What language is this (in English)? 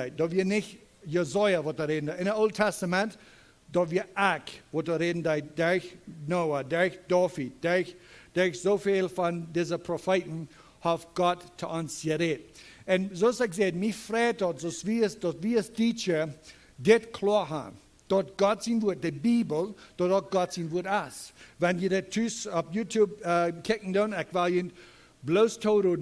Plautdietsch